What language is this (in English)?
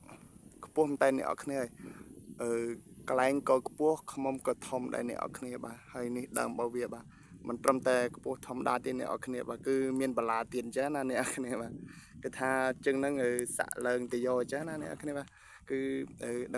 Khmer